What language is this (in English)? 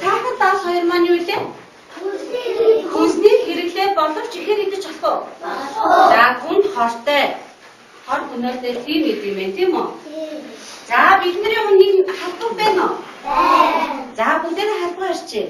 Mongolian